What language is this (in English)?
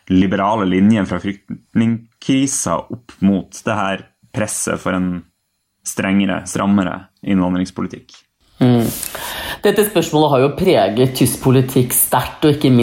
Norwegian